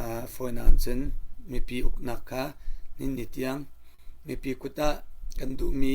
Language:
Hakha Chin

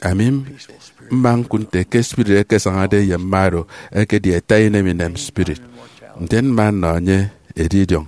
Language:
Efik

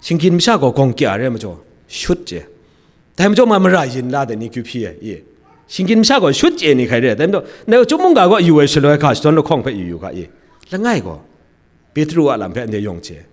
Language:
Kachin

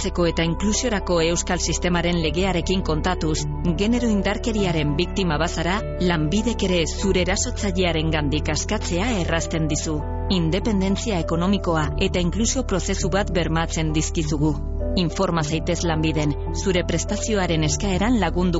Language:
Basque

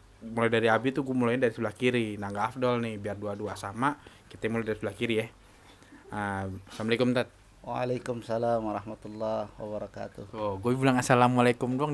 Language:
Betawi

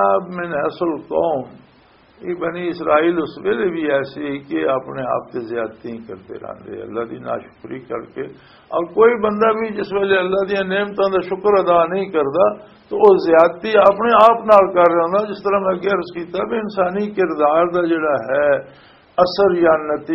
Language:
Western Panjabi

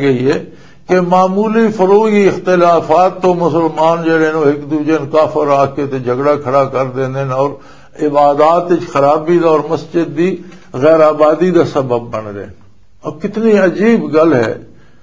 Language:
Western Panjabi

